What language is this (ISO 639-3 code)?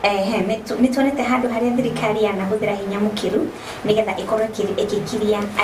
kik